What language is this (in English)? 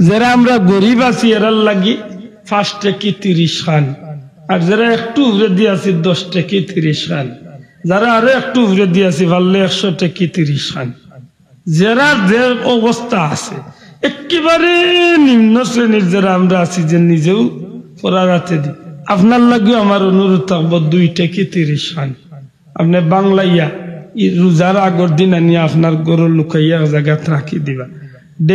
Sylheti